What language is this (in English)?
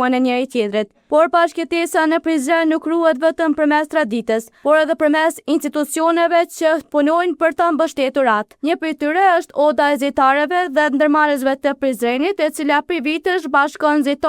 Albanian